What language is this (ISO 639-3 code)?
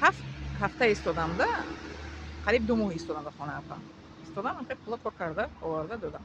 tgk